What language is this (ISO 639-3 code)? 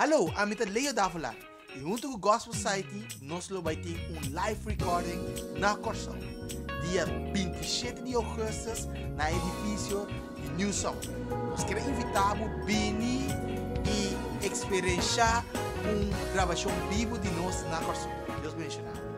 pap